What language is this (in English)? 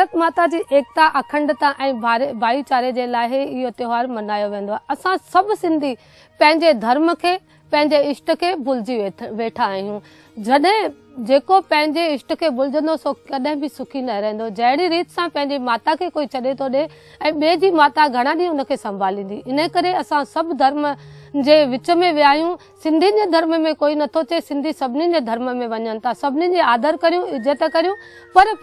Sindhi